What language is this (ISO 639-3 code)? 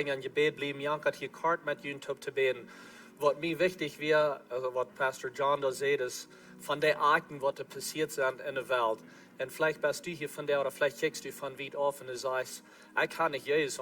pdt